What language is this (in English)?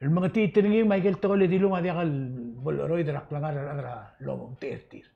Palauan